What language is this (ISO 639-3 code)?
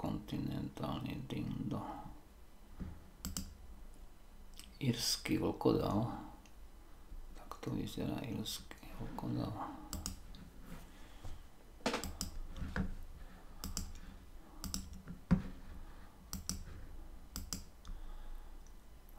slk